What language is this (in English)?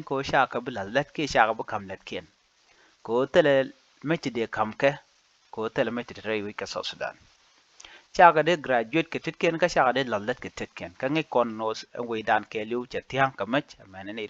Nuer